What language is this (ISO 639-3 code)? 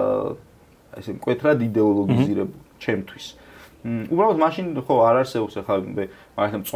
kat